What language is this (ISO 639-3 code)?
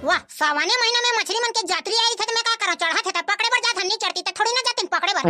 hne